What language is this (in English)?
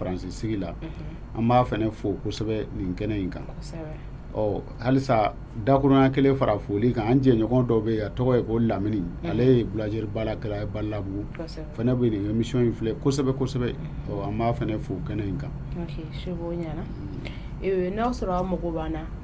Bambara